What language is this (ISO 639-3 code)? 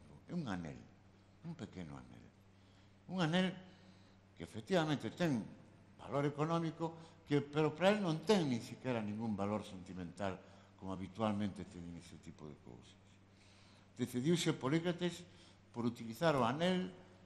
glg